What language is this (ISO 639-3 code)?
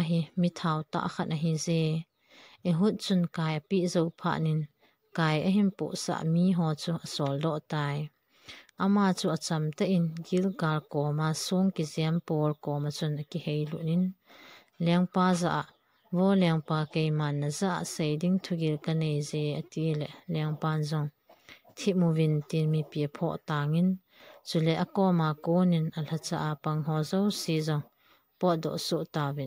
tcz